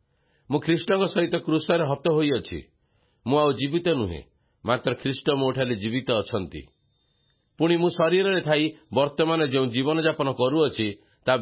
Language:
Odia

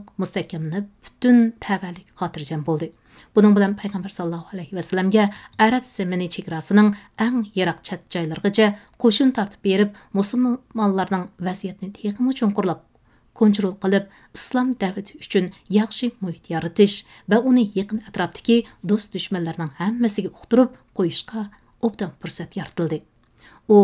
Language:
Uyghur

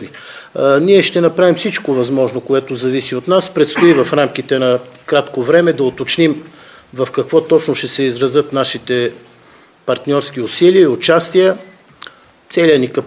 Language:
Bulgarian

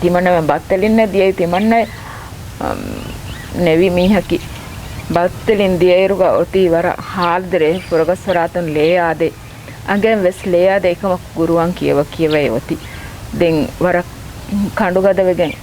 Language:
Divehi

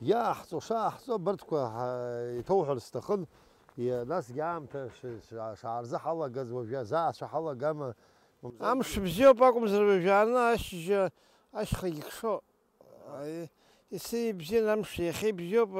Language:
Abkhazian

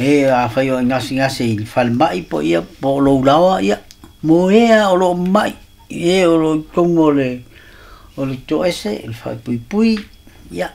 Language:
Samoan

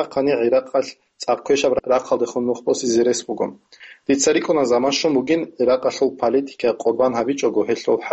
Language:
Avaric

